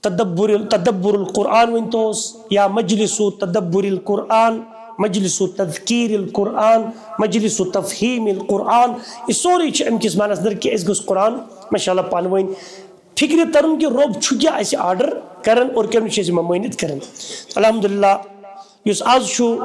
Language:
Kashmiri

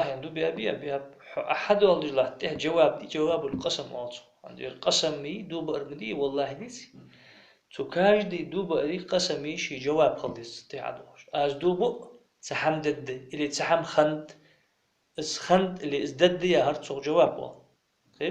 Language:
Ingush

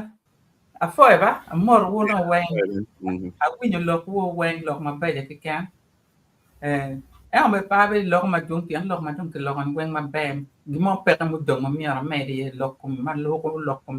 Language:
Acoli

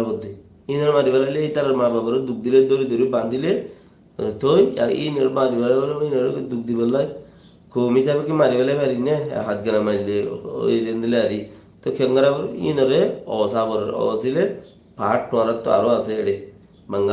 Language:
Rohingya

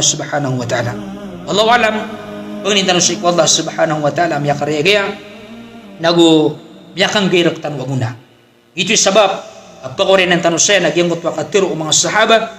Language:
Maranao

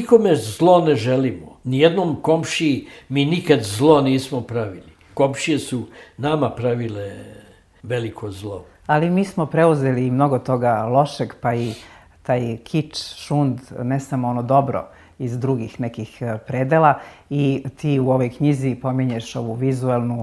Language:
Serbian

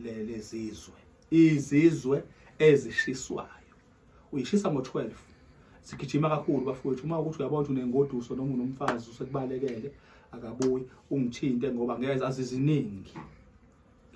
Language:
Zulu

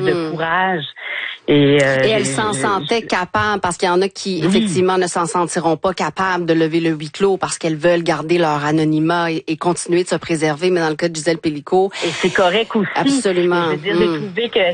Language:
French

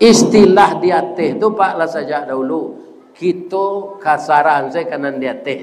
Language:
Minangkabau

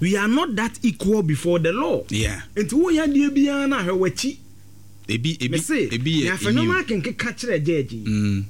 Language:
Akan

